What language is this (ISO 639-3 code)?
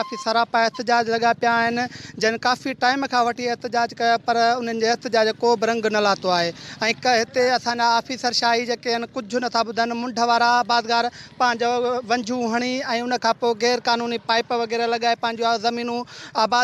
snd